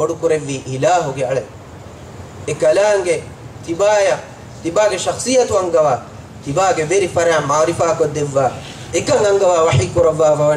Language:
Divehi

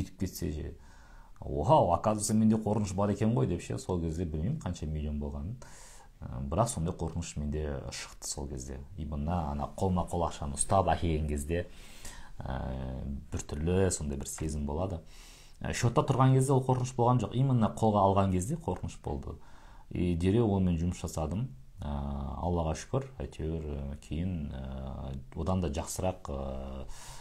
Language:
Kazakh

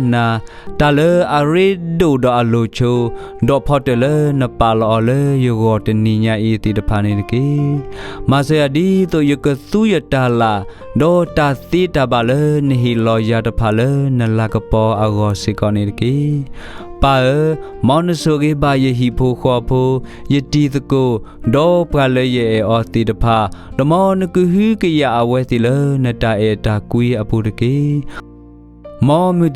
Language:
S'gaw Karen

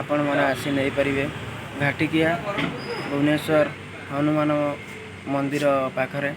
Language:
Odia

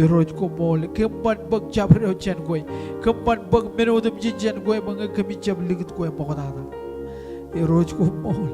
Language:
Marshallese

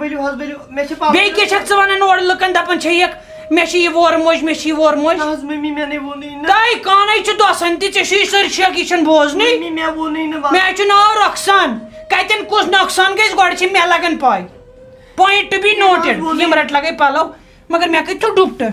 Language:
Kashmiri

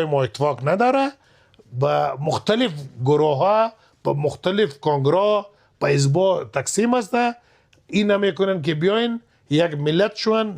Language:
Persian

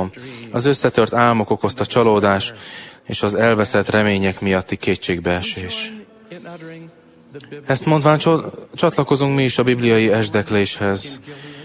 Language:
Hungarian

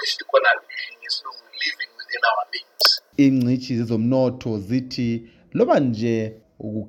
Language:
North Ndebele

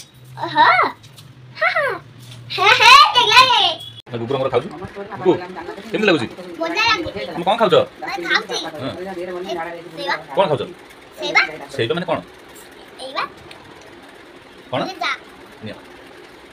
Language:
Odia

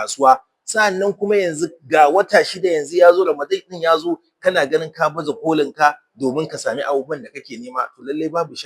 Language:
Hausa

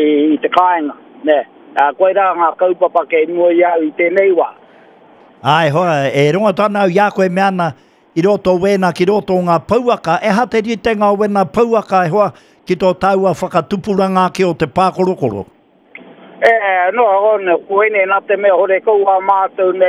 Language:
Māori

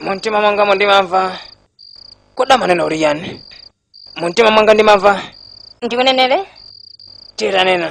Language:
Nyanja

